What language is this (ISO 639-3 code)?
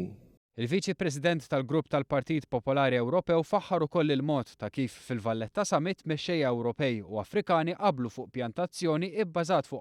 mlt